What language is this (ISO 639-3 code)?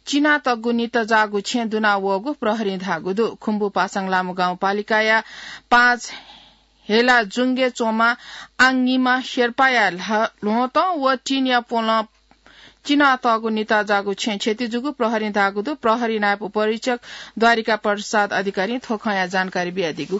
new